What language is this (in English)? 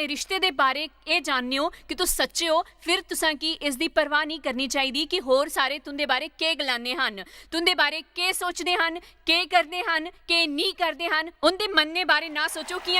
Dogri